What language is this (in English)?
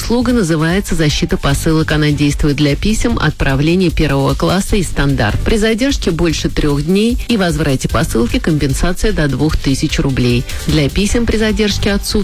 Russian